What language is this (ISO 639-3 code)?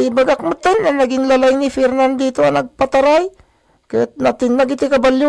ilo